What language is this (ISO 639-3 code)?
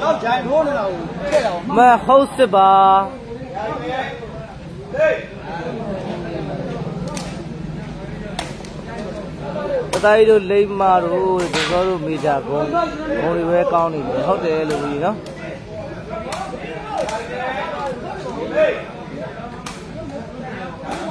mya